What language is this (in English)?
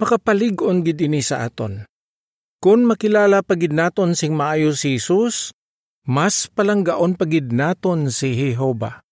Hiligaynon